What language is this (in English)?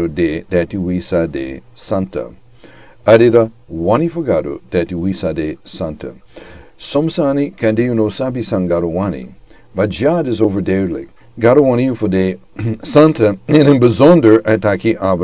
Sranan Tongo